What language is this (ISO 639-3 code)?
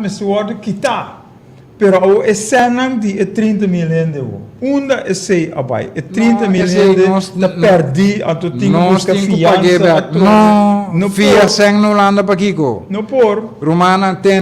pap